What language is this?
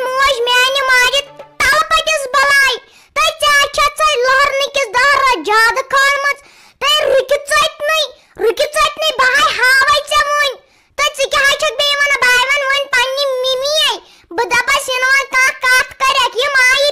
Kashmiri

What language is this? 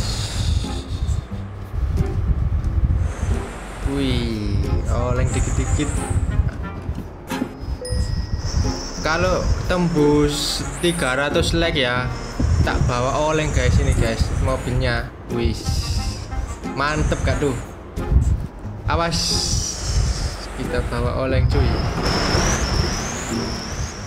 Indonesian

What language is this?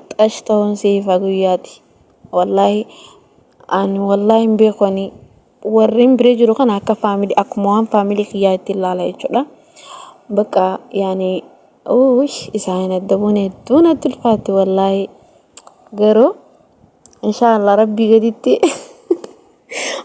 Oromo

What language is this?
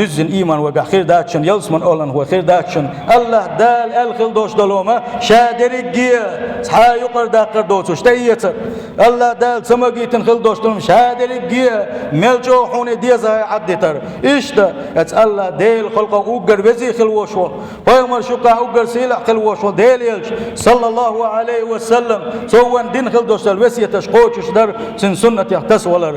Chechen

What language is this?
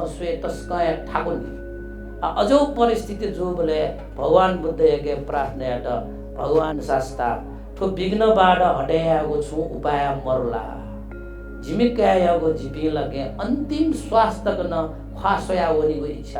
Newari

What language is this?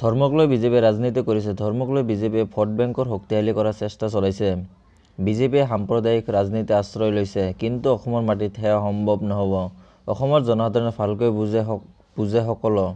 Assamese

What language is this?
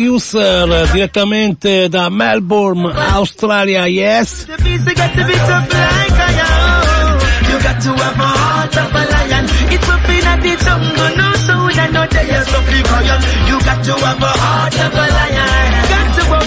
Italian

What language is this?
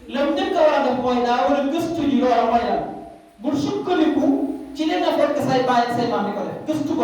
Wolof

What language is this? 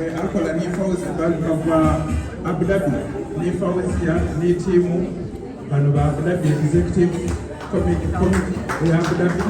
Soga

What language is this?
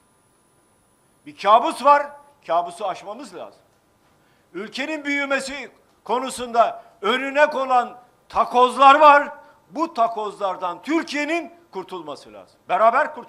Turkish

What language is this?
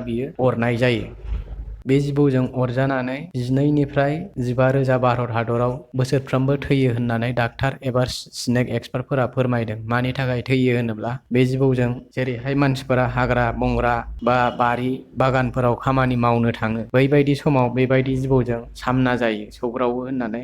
Bodo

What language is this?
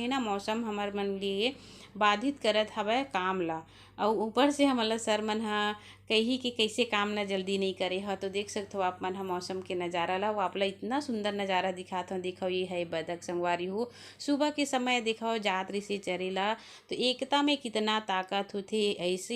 Chhattisgarhi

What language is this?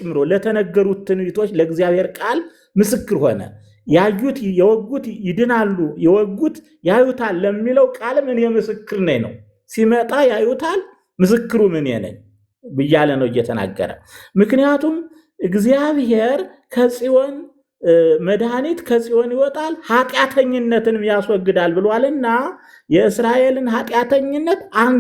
Amharic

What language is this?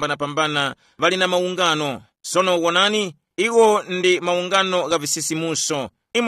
Tumbuka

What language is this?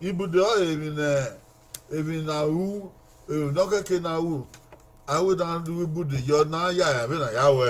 Bini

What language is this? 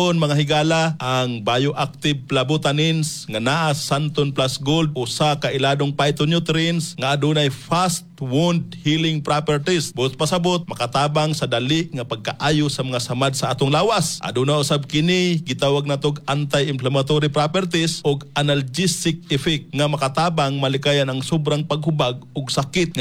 Cebuano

